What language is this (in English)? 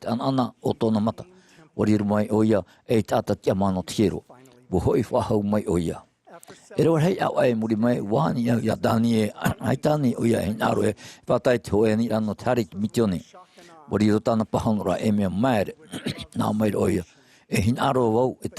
Tahitian